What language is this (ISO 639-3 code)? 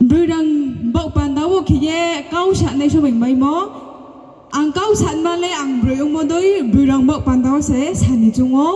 ria